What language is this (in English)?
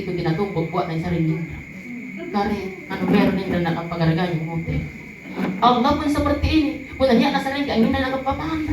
Makasar